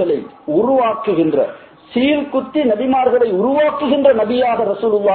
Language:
Tamil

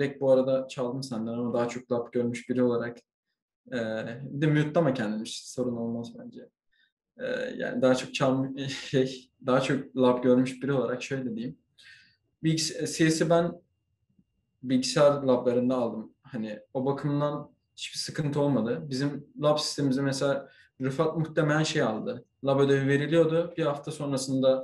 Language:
Turkish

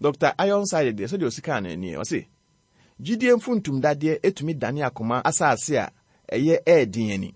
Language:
Akan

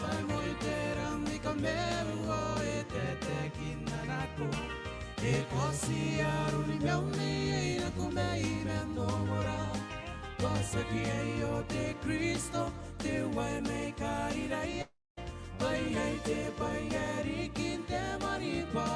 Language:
Gilbertese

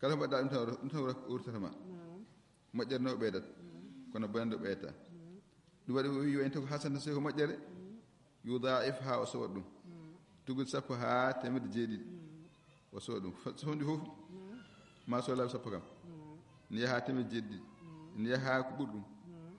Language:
Fula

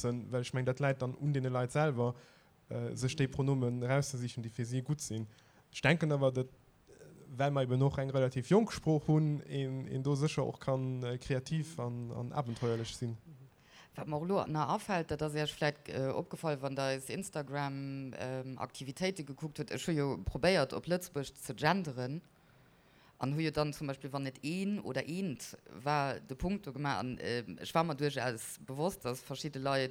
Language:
Luxembourgish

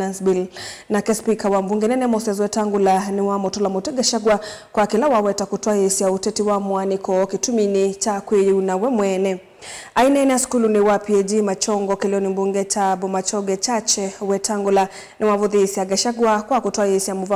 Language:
Kamba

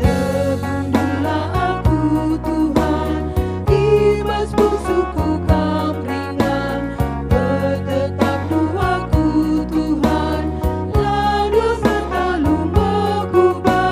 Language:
Batak Karo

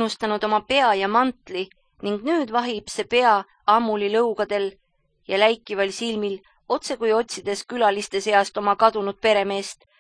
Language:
Estonian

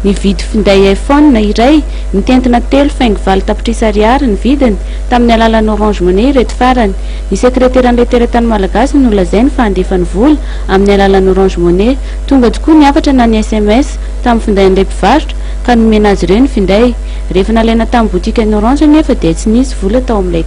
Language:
Malagasy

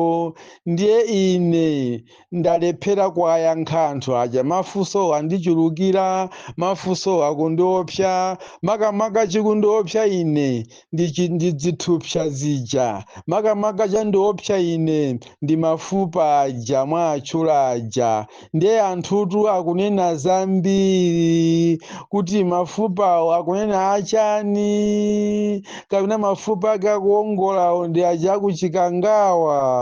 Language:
Nyanja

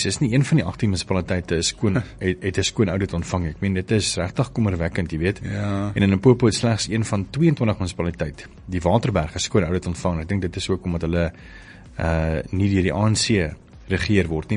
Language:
Afrikaans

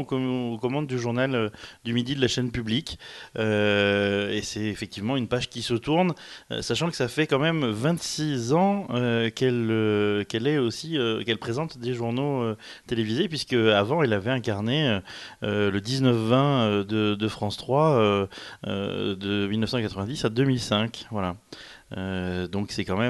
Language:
French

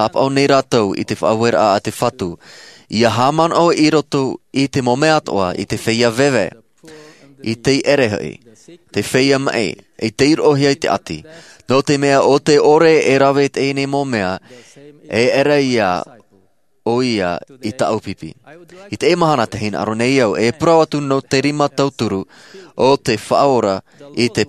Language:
Tahitian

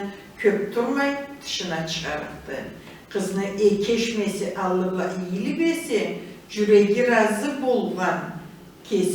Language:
Karachay-Balkar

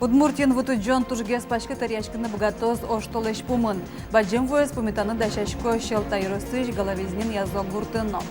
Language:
Udmurt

